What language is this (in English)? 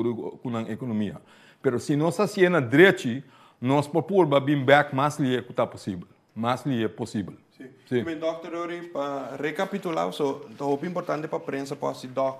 Papiamento